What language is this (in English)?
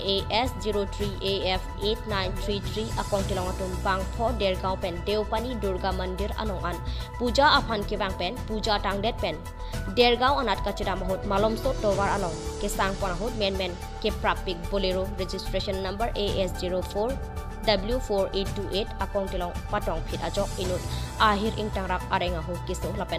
Karbi